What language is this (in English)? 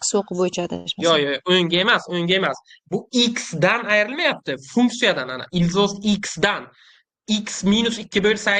Uzbek